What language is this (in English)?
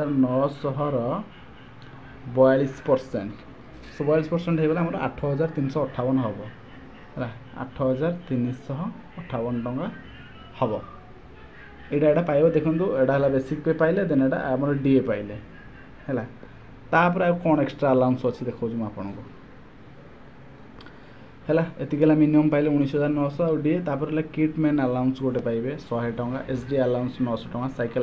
Odia